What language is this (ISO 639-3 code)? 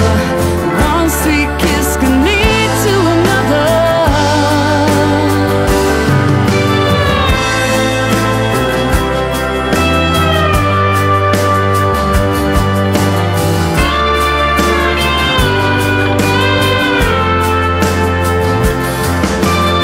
eng